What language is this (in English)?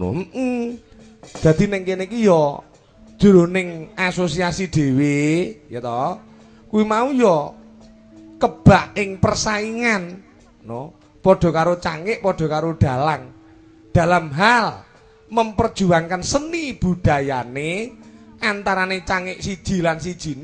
Javanese